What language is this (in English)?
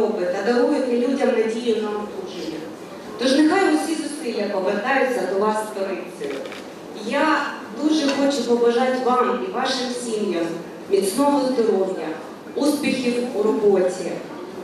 Ukrainian